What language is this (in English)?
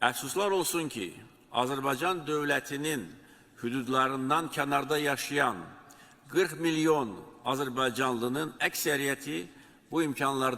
Azerbaijani